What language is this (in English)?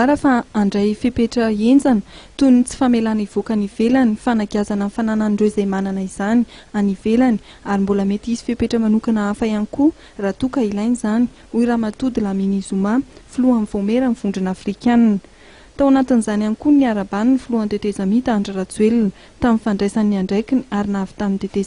Malagasy